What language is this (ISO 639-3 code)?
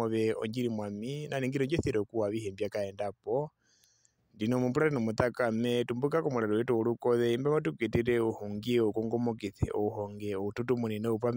her